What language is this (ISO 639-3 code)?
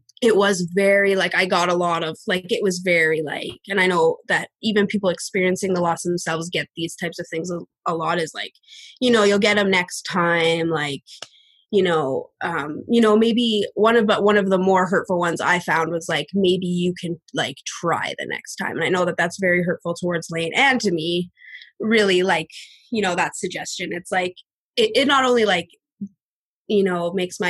eng